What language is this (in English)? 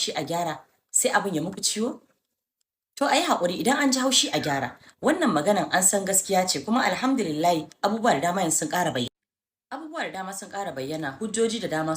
Hausa